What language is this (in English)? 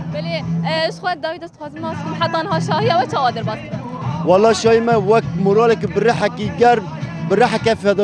Kurdish